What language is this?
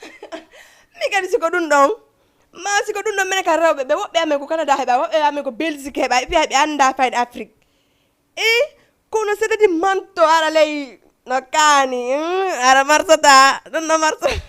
Fula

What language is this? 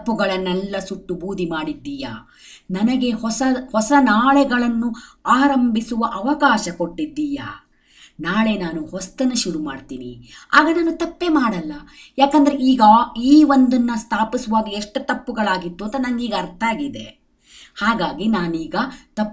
Kannada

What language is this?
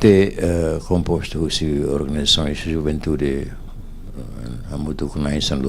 Tetum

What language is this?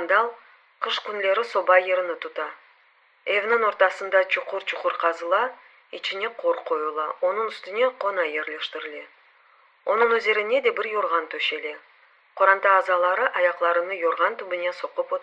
Crimean Tatar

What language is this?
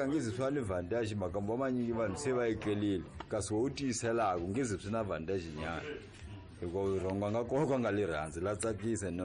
Tsonga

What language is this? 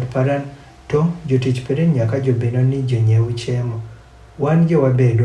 Adhola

